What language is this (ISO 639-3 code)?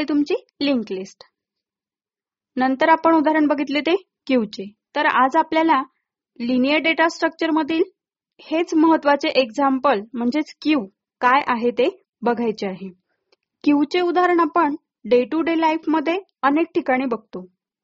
mar